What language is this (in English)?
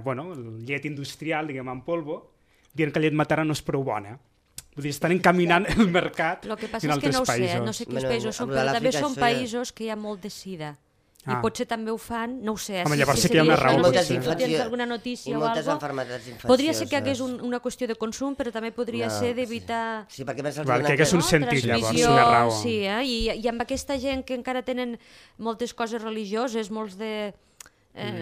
Catalan